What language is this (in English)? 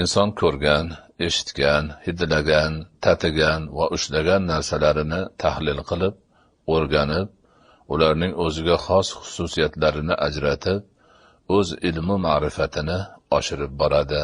Uzbek